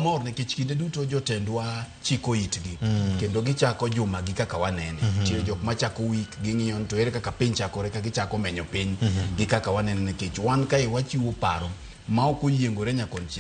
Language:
Luo (Kenya and Tanzania)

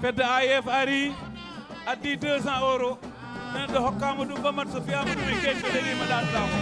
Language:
Fula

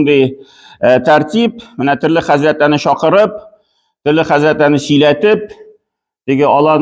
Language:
Tatar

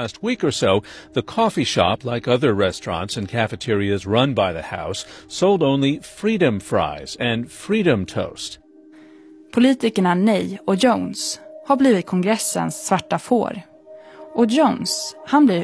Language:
Swedish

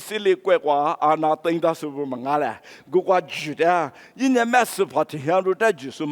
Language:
Lisu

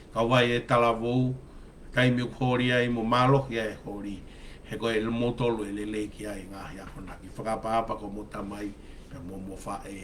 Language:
Tongan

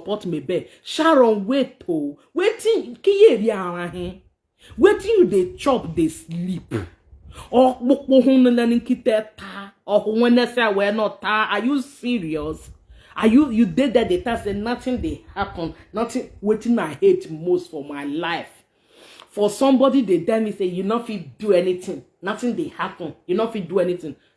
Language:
Nigerian Pidgin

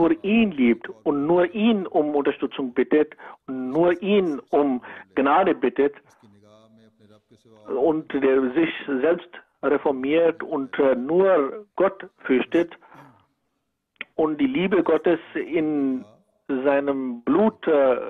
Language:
German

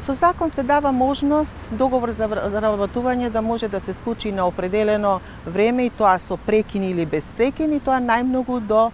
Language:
Macedonian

